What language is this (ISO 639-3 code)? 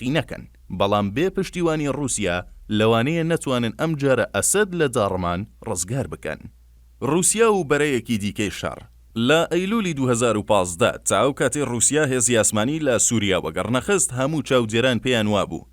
ckb